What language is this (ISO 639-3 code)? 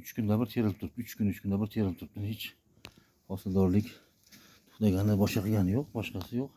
uzb